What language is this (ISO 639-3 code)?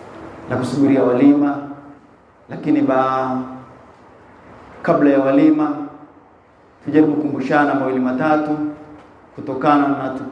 swa